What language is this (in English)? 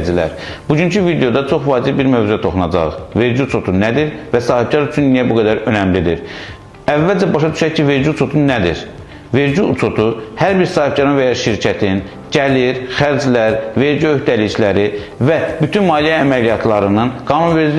Azerbaijani